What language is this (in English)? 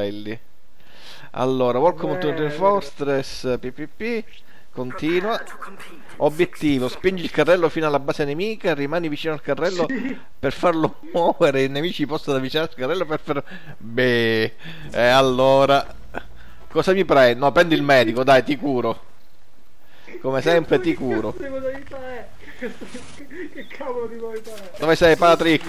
Italian